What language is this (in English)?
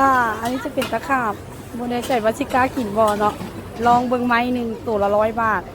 Lao